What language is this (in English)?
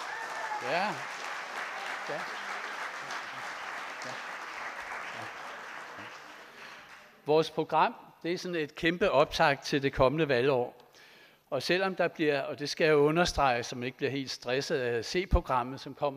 Danish